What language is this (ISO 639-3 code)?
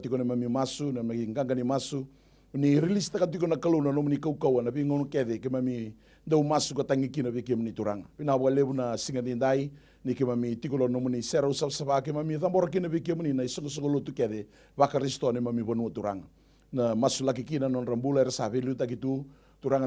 fij